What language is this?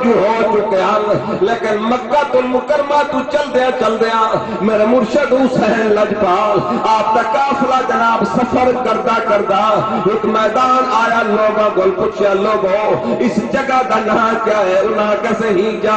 Saraiki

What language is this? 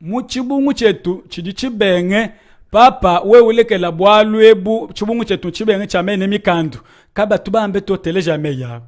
Luba-Lulua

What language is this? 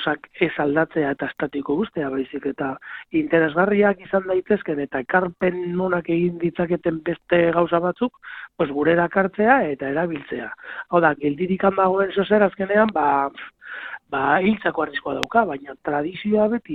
Basque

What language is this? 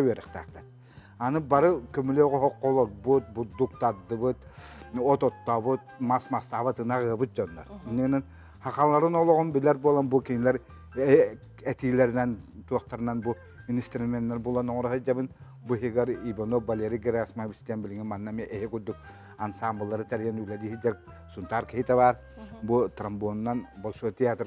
Yakut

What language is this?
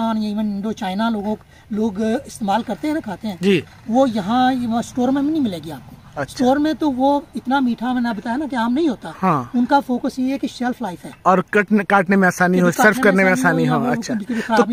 Hindi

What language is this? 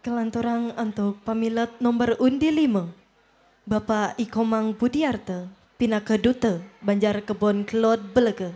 Balinese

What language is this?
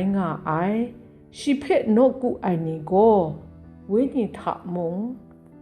Kachin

